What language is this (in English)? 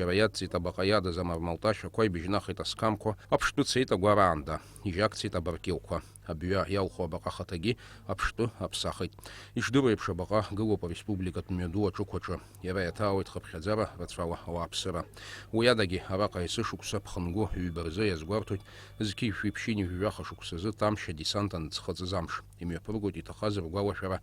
Abkhazian